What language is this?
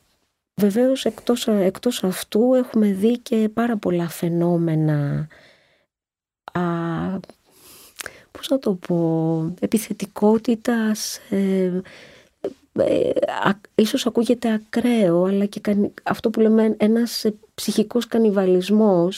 Greek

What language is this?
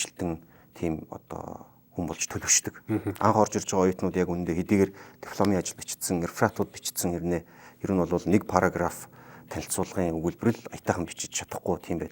Mongolian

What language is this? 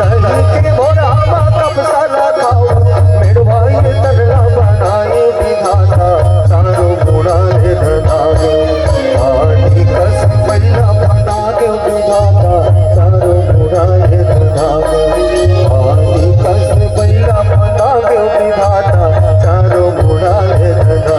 Chhattisgarhi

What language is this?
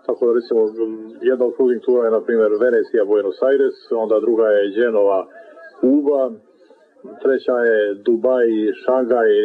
Croatian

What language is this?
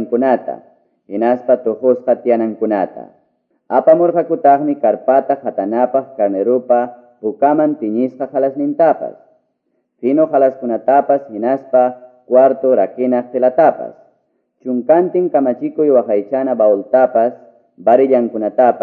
Quechua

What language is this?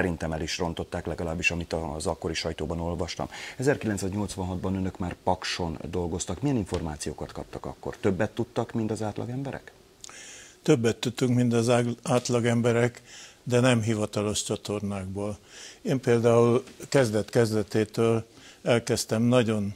Hungarian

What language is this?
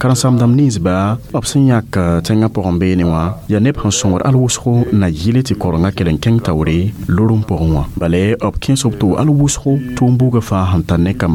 Mossi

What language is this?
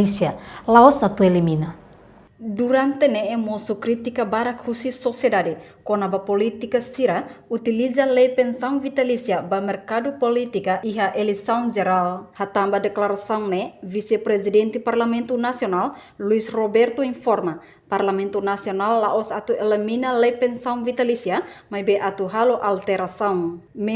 Tetum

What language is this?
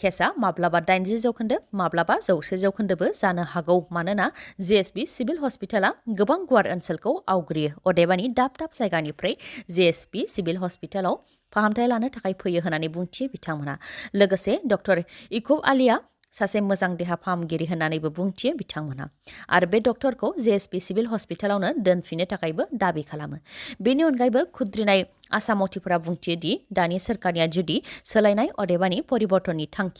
Bodo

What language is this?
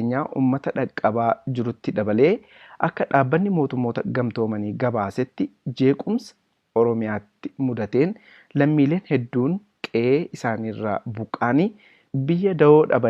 Oromo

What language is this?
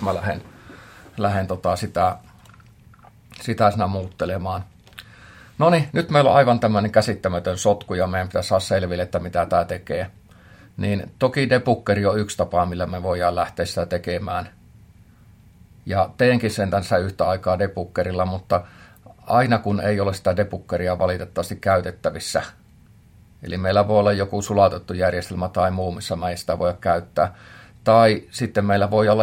Finnish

